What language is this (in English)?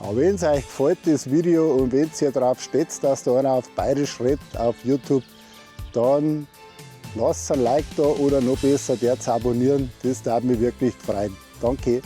Bavarian